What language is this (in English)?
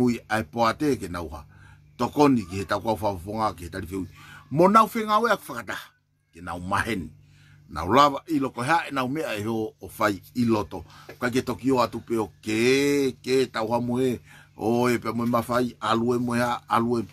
Tongan